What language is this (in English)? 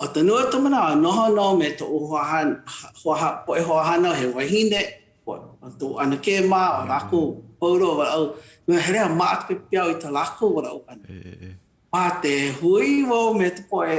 Hawaiian